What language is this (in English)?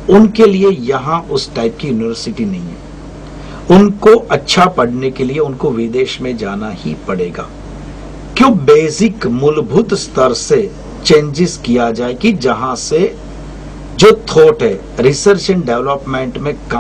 Hindi